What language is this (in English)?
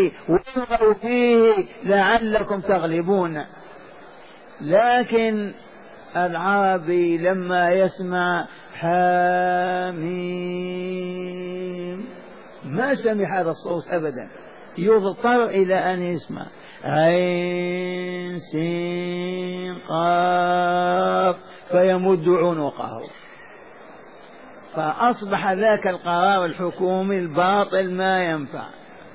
Arabic